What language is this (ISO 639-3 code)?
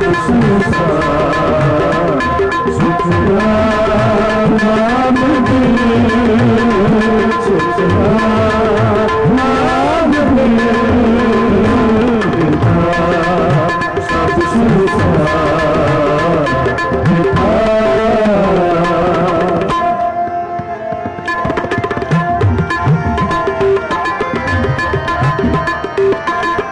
hin